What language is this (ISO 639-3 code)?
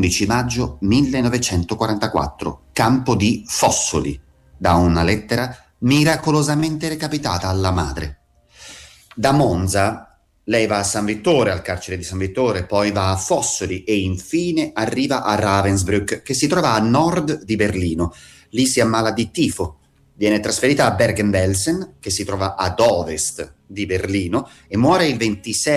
ita